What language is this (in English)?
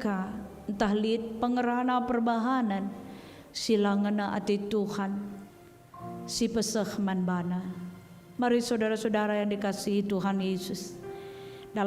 Batak Karo